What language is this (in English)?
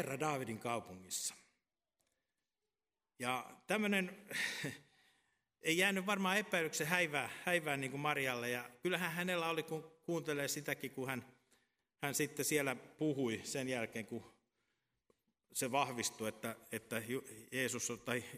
Finnish